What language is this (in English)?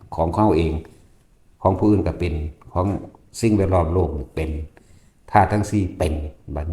Northeastern Thai